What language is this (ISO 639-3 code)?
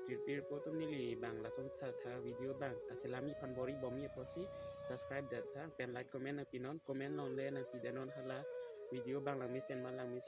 mjw